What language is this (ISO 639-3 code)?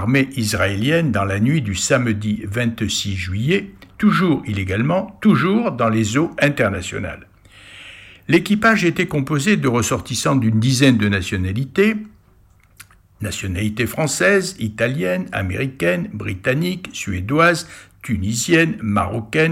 fra